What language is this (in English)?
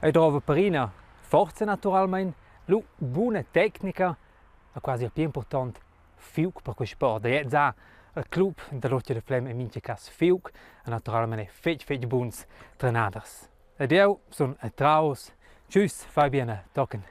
Romansh